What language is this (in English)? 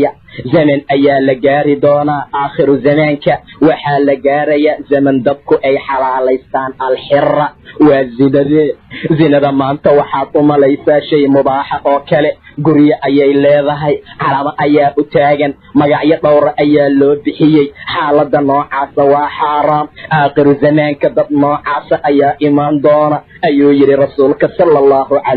Somali